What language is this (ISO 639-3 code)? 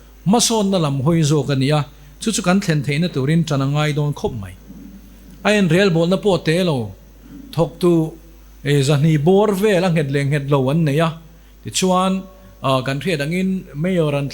lus